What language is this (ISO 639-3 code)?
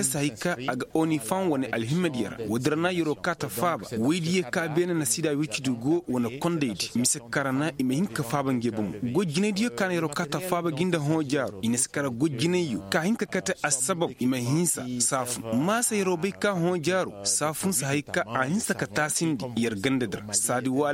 ses